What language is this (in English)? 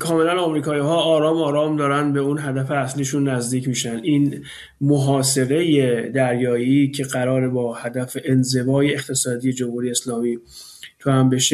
Persian